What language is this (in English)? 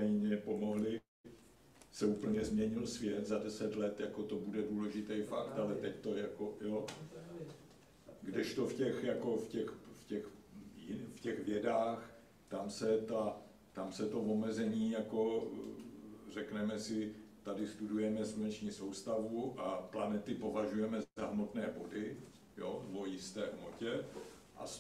Czech